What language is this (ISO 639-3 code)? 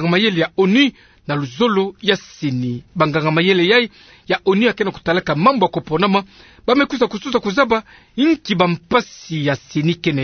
ktu